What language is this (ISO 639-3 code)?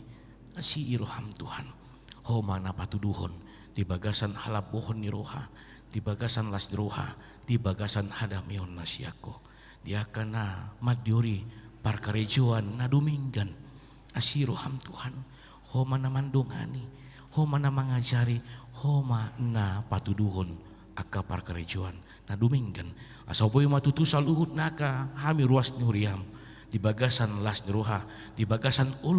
bbc